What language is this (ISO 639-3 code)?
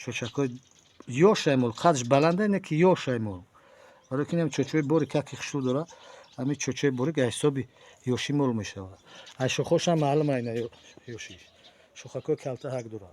tgk